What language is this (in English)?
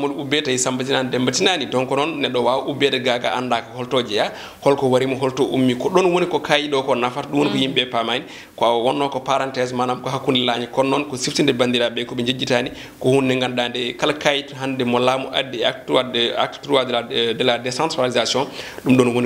Fula